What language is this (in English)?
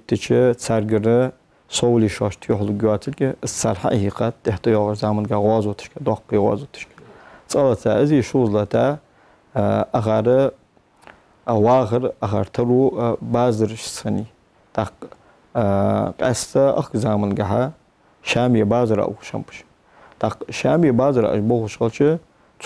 Ingush